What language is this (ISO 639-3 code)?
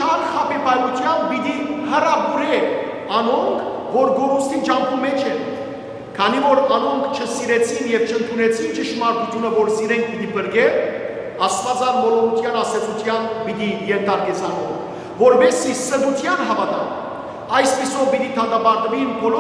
hyw